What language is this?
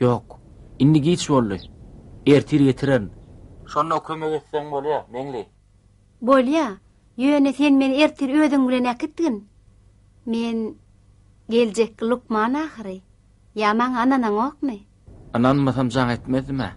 Turkmen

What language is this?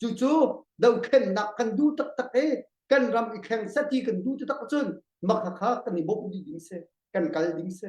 Hakha Chin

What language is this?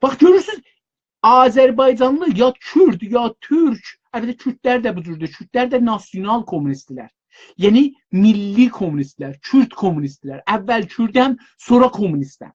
South Azerbaijani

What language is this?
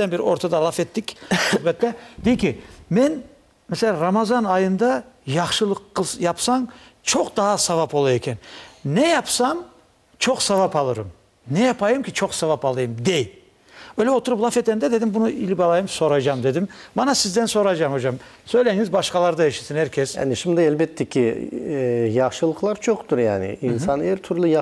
Crimean Tatar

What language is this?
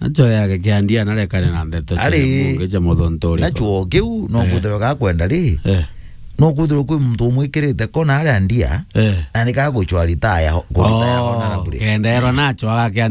Meru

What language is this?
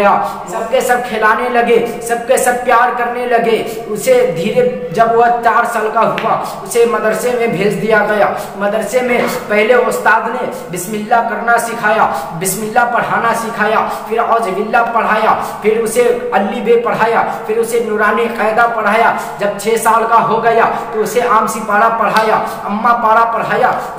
Urdu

